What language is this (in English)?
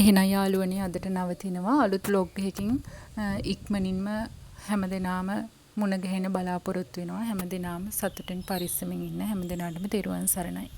Sinhala